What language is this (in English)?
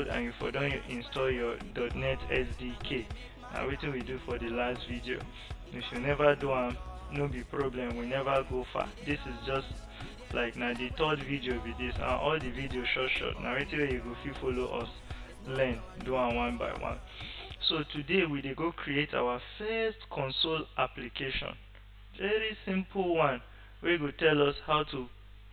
Nigerian Pidgin